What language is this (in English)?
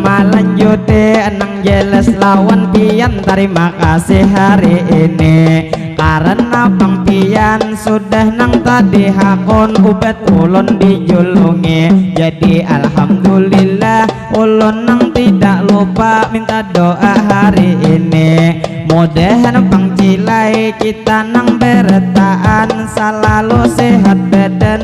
Banjar